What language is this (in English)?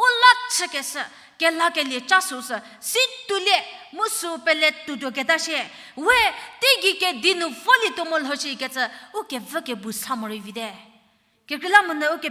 Angami Naga